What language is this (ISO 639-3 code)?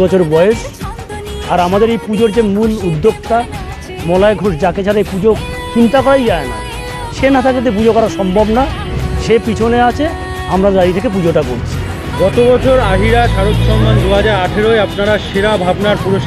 ben